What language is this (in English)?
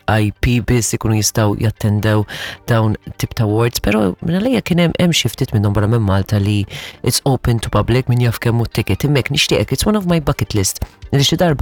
Maltese